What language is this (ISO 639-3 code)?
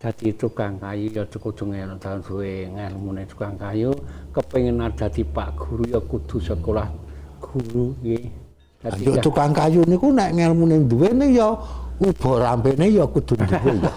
jav